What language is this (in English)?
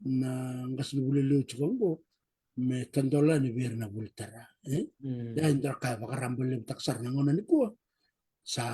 Fijian